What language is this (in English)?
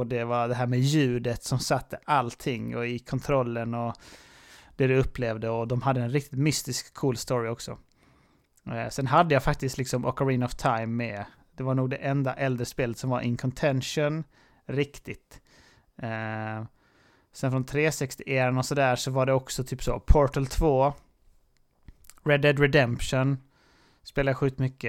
Swedish